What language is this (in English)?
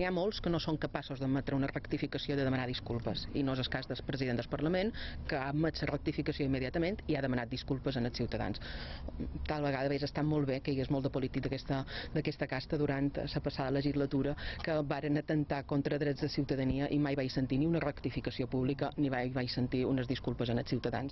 Catalan